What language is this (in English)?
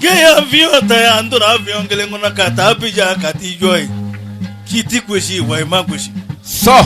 Bambara